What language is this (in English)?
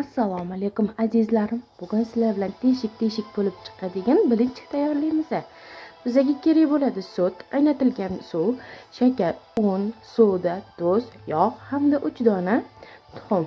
Uzbek